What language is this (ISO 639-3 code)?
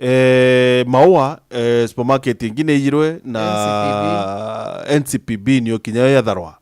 mer